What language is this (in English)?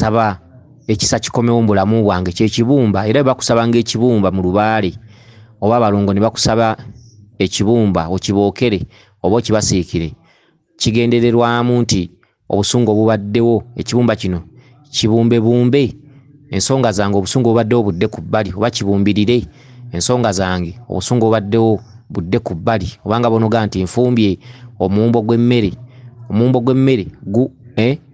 Ganda